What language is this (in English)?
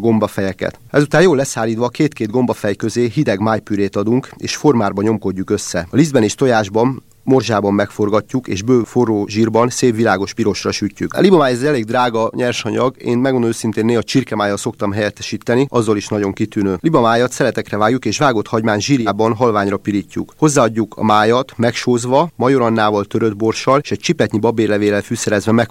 Hungarian